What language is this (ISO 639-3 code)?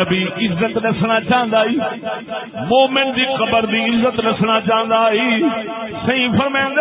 skr